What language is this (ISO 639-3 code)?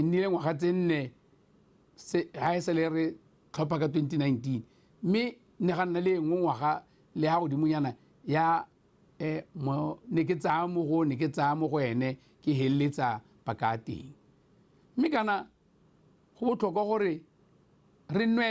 tsn